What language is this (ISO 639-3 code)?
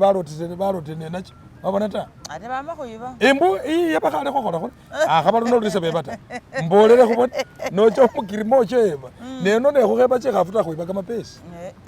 myx